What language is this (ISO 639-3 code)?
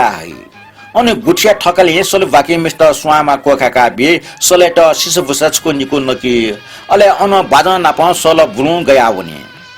new